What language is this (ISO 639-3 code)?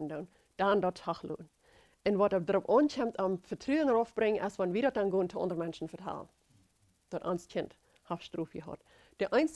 pdt